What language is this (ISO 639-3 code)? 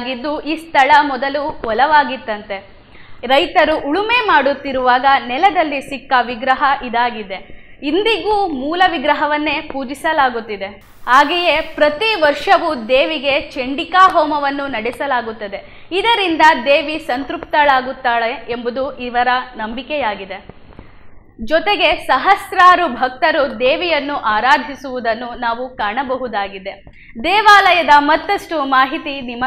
kan